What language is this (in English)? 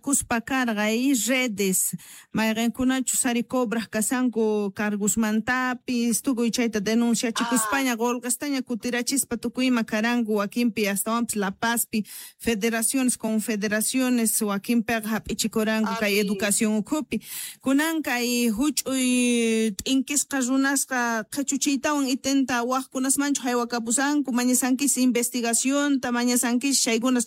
South Bolivian Quechua